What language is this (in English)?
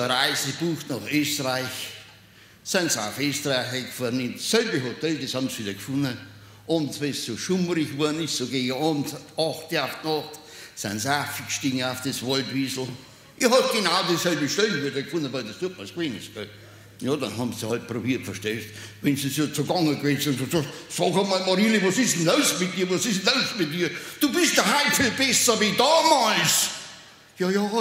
Bavarian